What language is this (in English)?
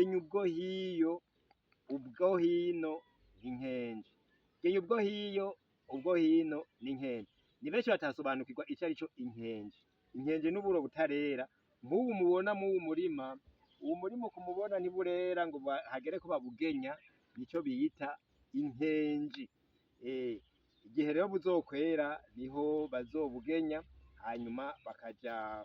Rundi